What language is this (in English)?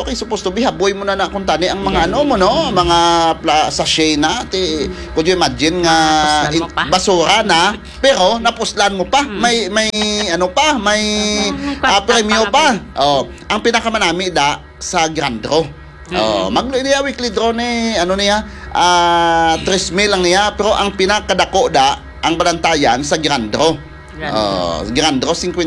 Hiligaynon